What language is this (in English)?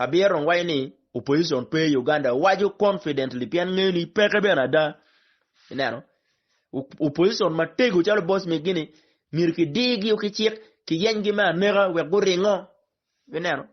Acoli